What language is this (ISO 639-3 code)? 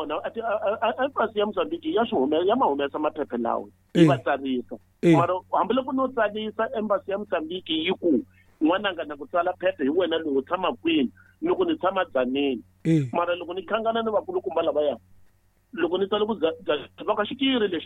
tso